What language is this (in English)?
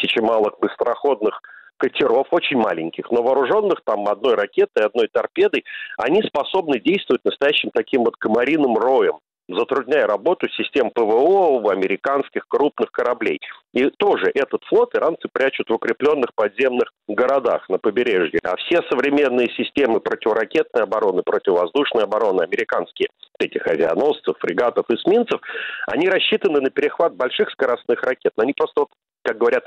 Russian